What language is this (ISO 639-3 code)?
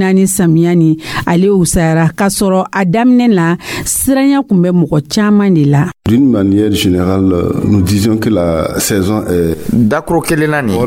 dyu